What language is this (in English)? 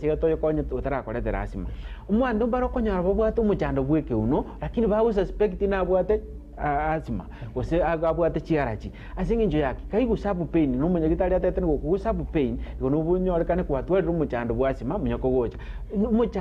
Gusii